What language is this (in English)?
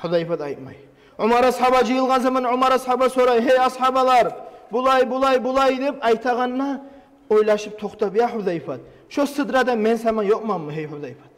Kumyk